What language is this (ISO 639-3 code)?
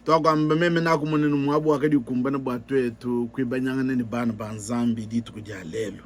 lua